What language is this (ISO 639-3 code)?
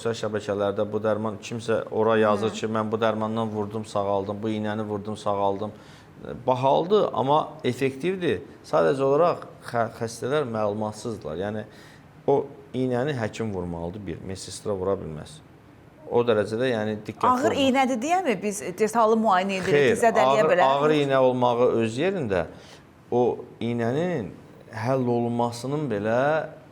aze